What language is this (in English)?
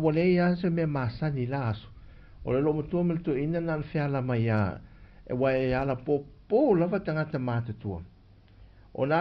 Samoan